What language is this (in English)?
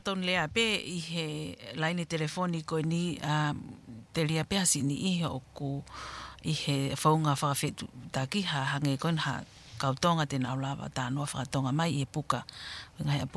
Tongan